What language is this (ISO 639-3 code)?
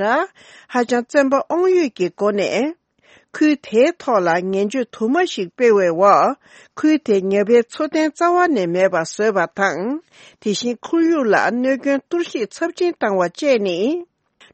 bod